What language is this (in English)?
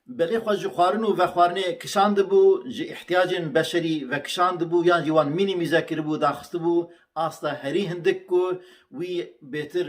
Kurdish